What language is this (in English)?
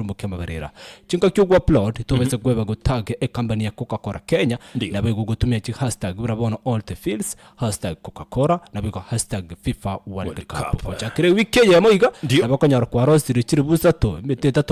Gusii